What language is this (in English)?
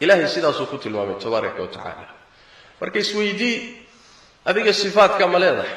Somali